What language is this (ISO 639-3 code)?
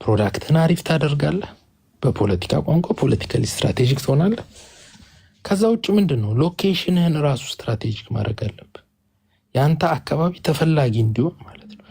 amh